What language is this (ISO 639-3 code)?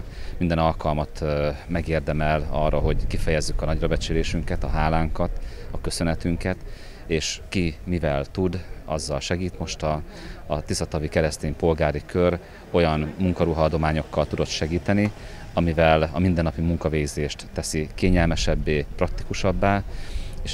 hun